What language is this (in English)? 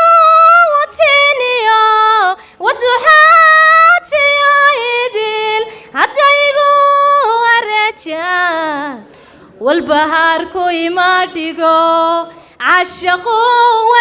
Somali